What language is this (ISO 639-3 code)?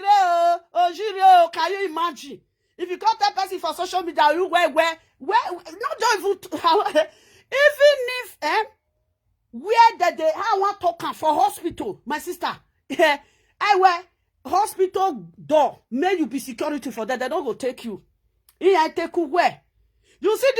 pcm